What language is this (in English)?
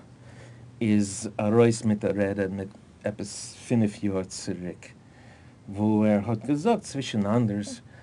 Yiddish